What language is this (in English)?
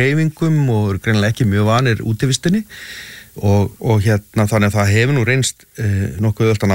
Icelandic